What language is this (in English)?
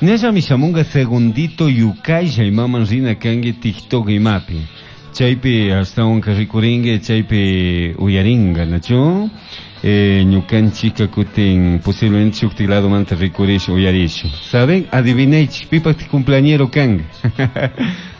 Chimborazo Highland Quichua